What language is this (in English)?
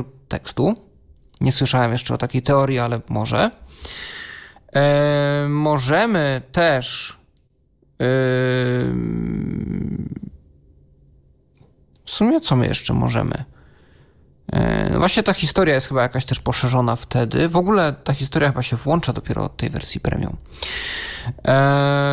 Polish